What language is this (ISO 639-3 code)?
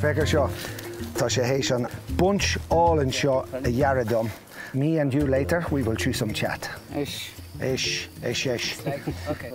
gle